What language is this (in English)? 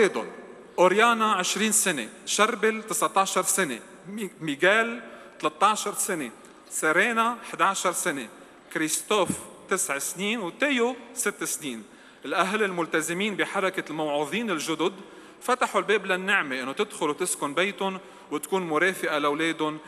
North Levantine Arabic